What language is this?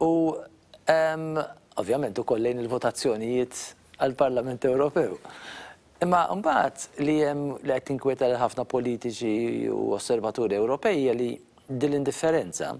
Maltese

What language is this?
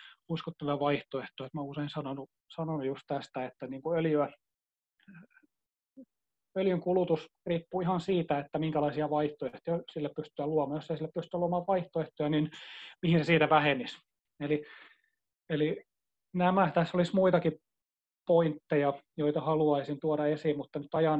Finnish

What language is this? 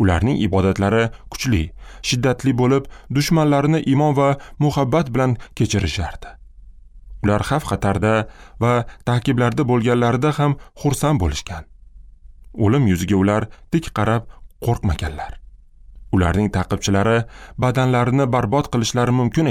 Uzbek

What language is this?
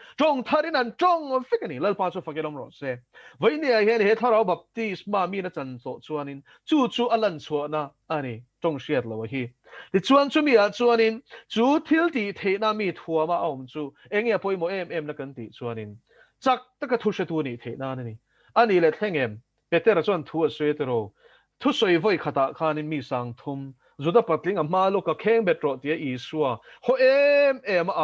Mizo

